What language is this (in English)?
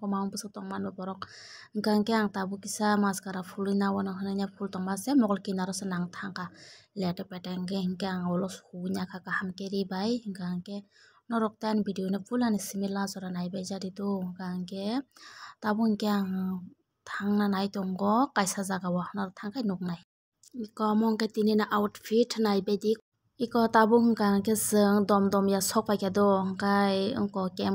Kok Borok